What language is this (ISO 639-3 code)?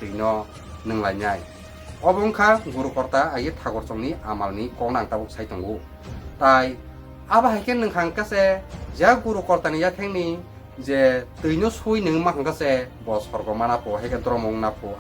trp